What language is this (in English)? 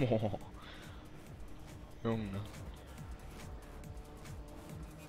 German